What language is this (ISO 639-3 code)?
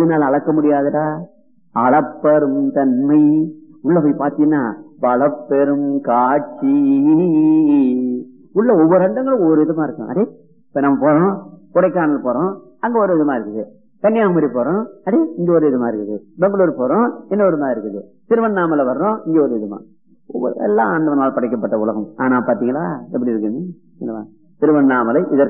tam